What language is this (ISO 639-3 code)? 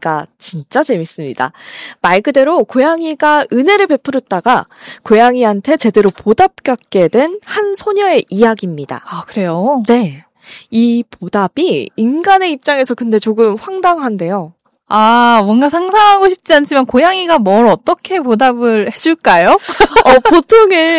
kor